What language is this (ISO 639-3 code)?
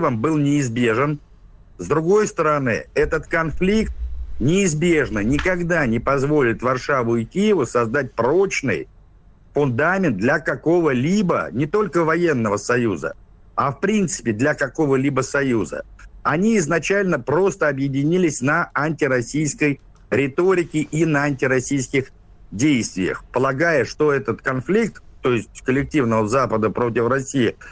rus